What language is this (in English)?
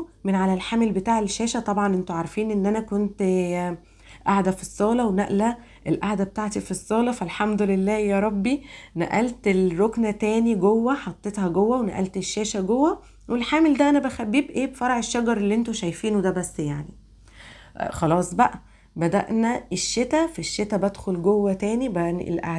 Egyptian Arabic